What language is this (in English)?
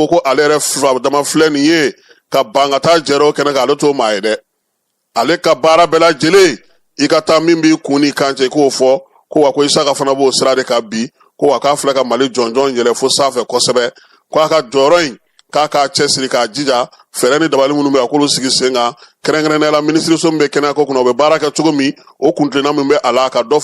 Bambara